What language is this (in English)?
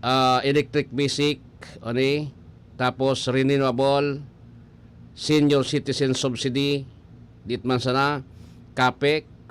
Bikol